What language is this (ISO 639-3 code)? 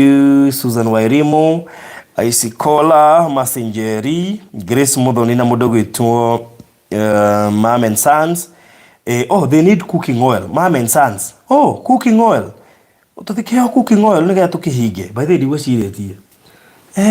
kik